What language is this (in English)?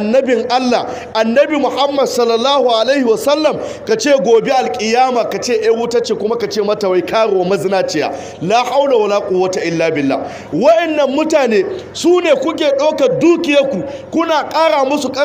Hausa